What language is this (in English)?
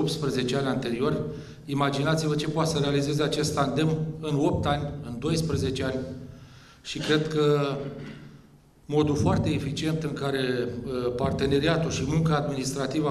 Romanian